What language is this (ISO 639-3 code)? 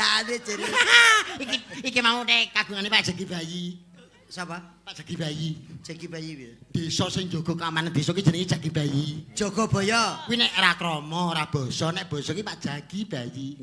jav